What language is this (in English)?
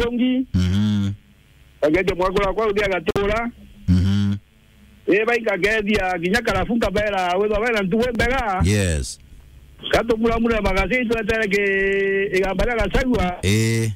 Meru